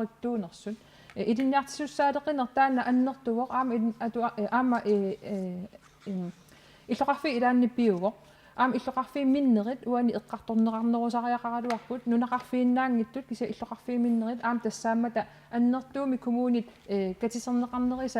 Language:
Kalaallisut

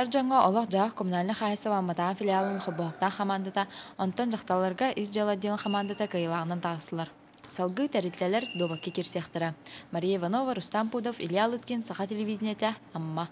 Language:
Yakut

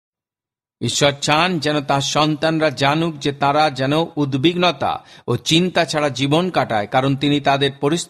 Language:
Bangla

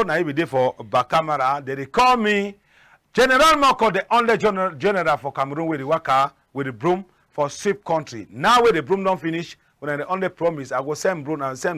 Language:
Cameroon Pidgin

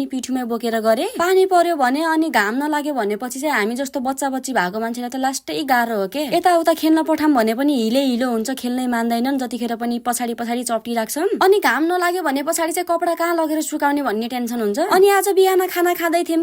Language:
Nepali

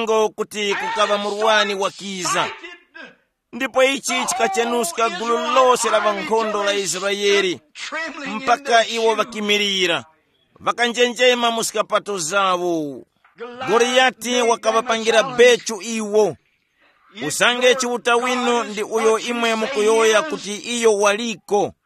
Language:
Tumbuka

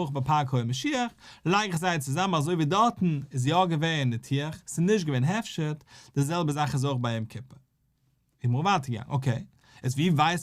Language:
Yiddish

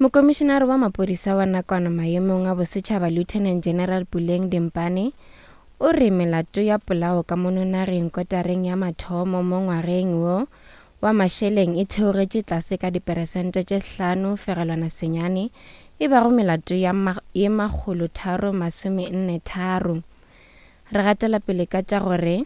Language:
Northern Sotho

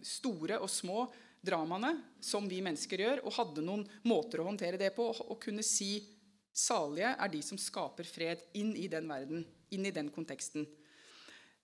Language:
Norwegian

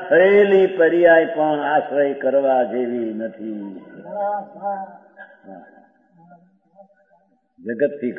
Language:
Gujarati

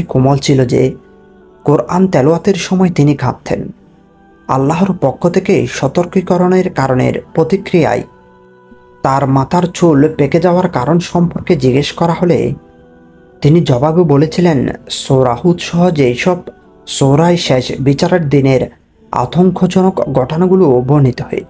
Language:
Bangla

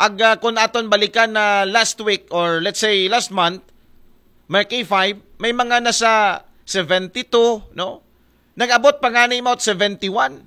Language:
Aklanon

